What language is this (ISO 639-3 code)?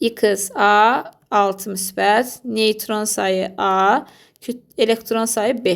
aze